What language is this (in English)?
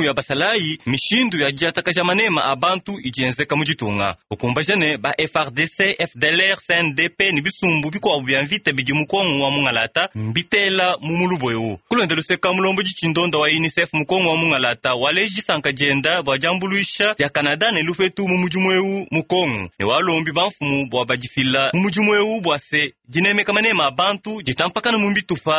Luba-Lulua